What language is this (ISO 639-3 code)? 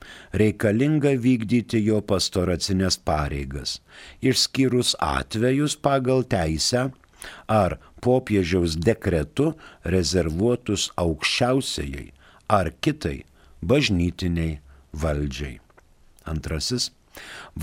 lit